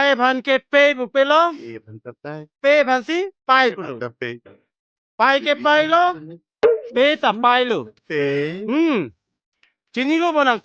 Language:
Karbi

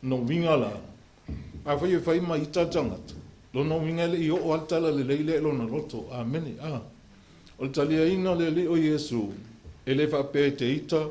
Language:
Samoan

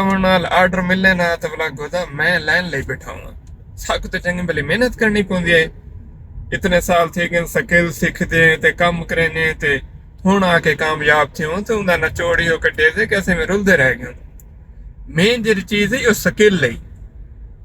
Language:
Saraiki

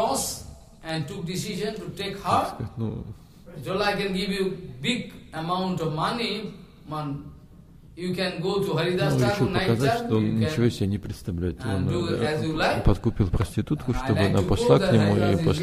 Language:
Russian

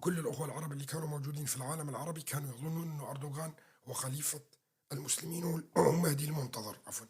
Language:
North Levantine Arabic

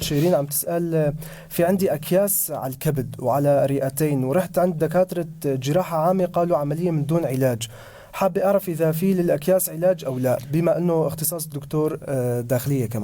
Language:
North Levantine Arabic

